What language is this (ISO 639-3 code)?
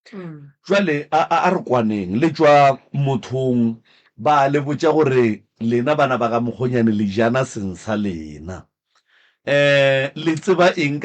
nso